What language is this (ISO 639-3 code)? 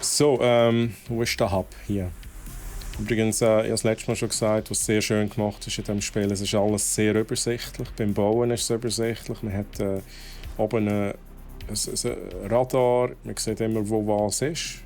gsw